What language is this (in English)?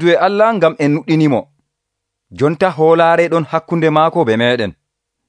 Nigerian Fulfulde